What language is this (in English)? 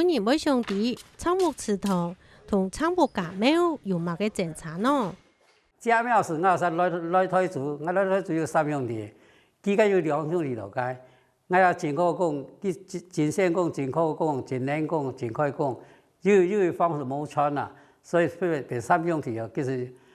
Hakka Chinese